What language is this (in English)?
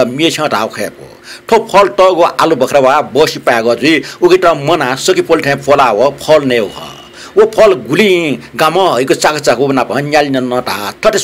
Newari